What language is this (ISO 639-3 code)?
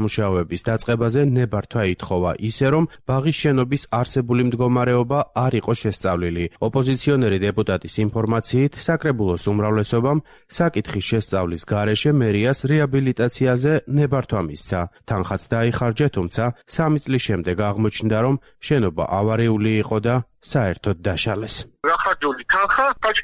kat